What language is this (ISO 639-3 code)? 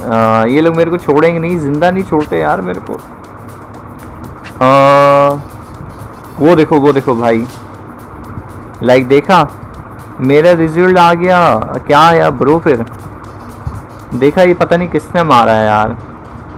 hin